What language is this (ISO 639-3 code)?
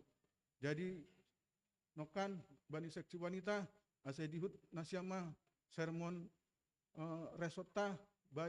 bts